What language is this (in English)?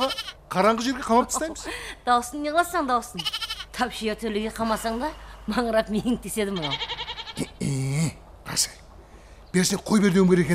Kara-Kalpak